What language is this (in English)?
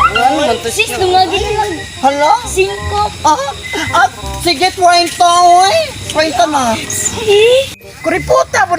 Cebuano